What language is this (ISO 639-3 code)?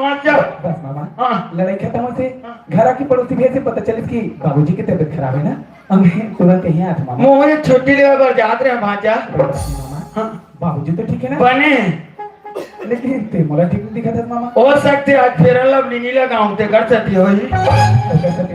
hne